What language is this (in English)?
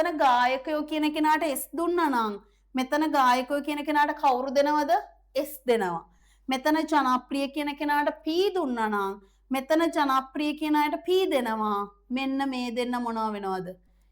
Sinhala